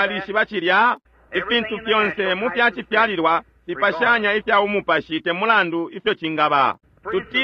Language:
Bemba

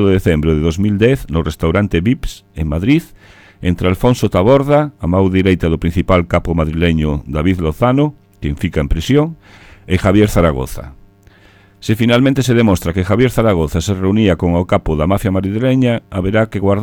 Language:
Galician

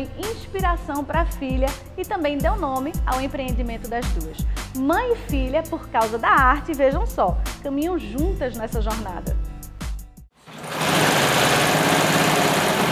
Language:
Portuguese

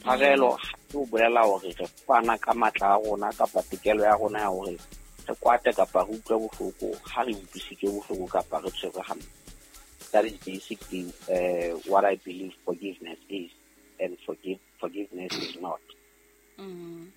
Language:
Southern Sotho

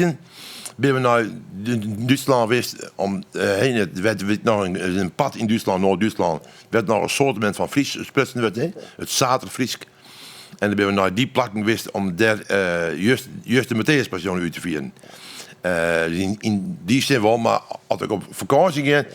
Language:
Western Frisian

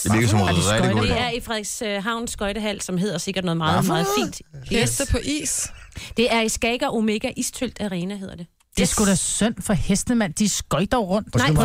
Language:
Danish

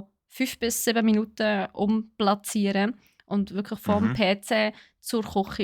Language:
Swiss German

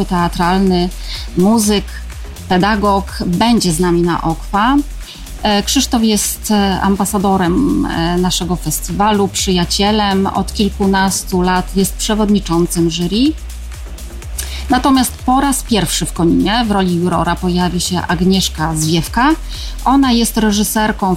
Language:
Polish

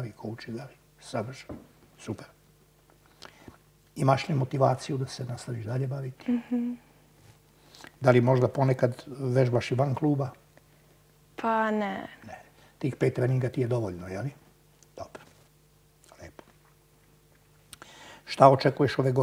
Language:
Serbian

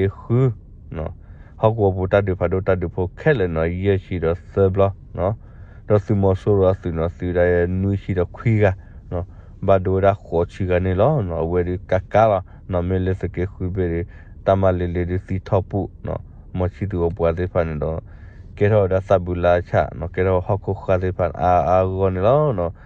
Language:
S'gaw Karen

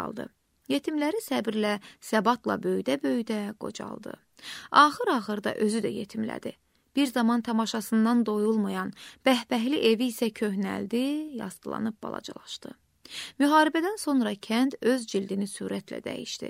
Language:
Azerbaijani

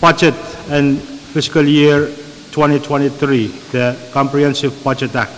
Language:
Pohnpeian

